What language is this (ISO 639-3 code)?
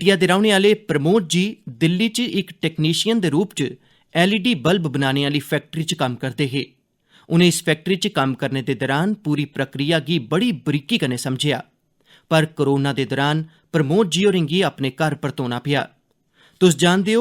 doi